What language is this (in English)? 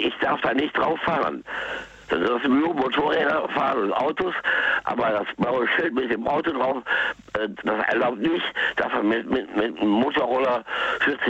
German